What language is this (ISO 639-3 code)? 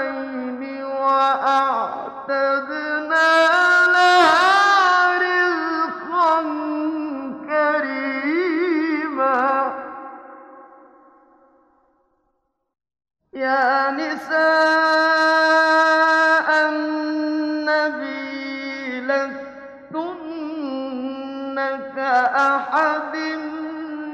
ara